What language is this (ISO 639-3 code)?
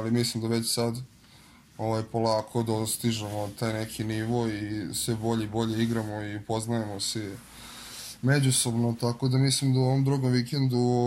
srp